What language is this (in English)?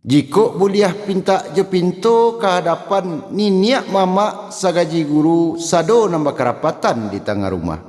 Minangkabau